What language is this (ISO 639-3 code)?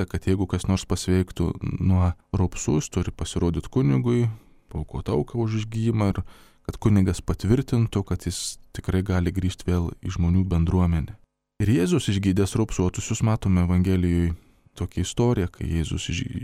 lit